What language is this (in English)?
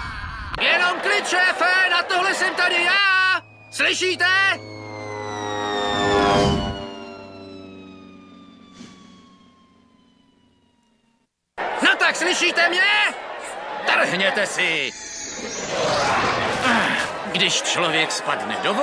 Czech